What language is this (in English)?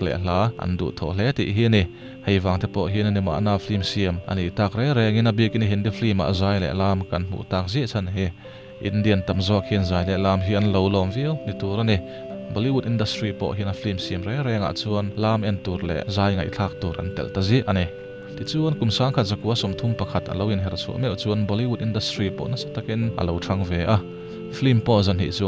Mizo